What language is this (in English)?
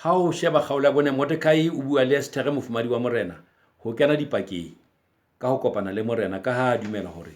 Southern Sotho